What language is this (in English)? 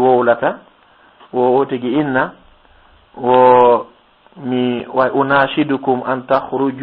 Fula